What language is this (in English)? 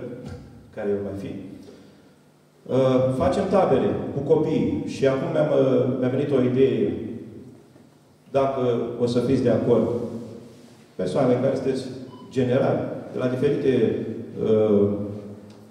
Romanian